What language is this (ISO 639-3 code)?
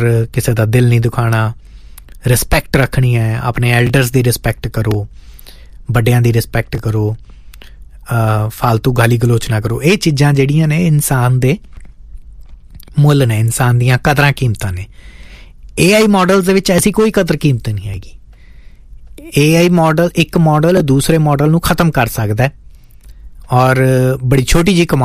pan